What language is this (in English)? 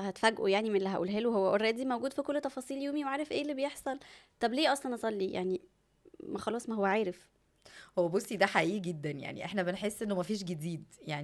Egyptian Arabic